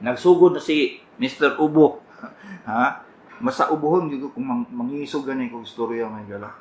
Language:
Cebuano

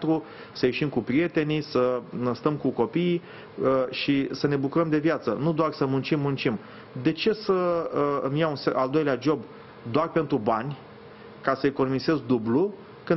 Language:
Romanian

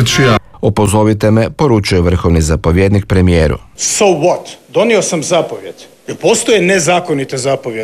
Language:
Croatian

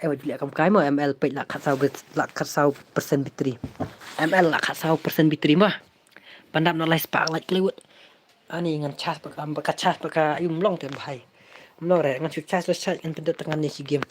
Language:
Khasi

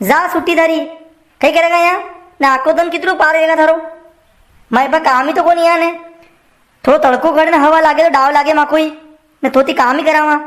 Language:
Rajasthani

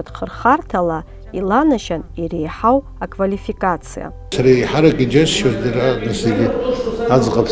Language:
Abkhazian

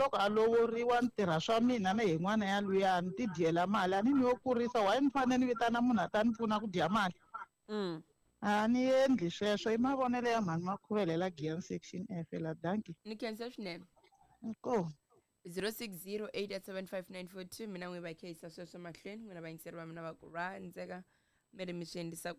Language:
Tsonga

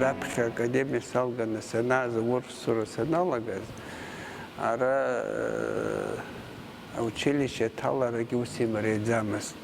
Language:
Abkhazian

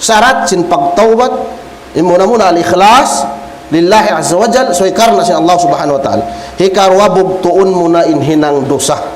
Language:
Tausug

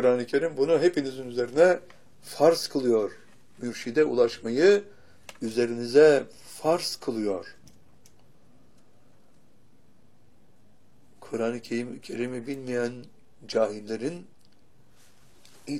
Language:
Turkish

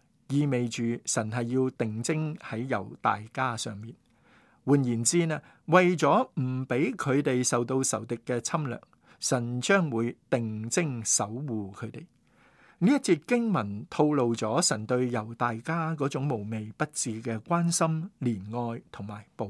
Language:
Cantonese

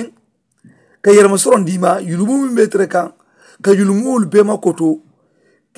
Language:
Mandingo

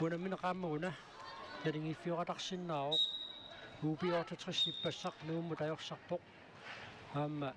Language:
Kalaallisut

